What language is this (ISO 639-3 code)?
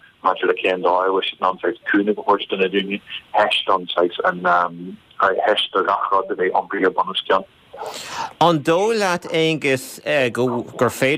gle